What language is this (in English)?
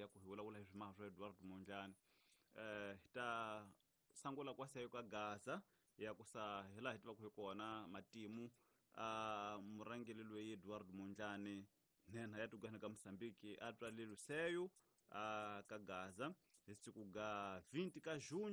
Tsonga